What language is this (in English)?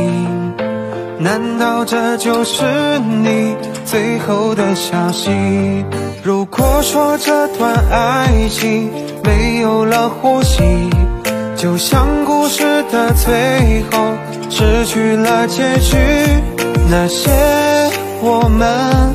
Chinese